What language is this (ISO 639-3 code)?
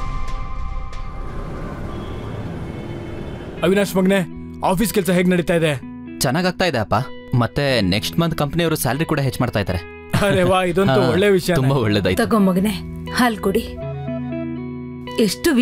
kan